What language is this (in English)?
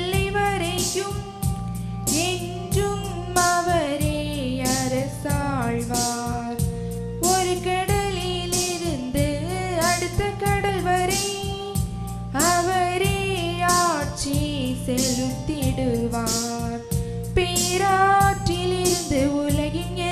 Tamil